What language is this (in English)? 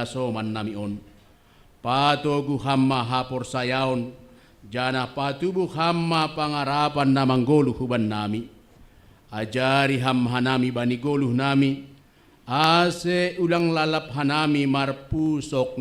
Batak Simalungun